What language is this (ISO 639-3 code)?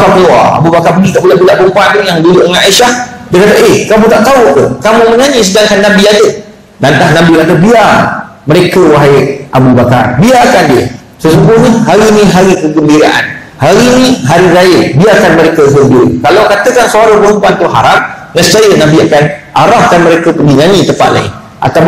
msa